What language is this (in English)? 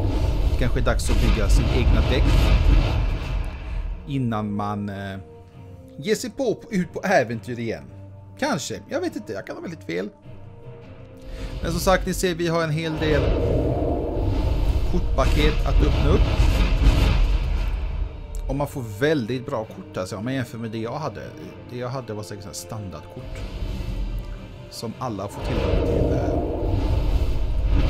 Swedish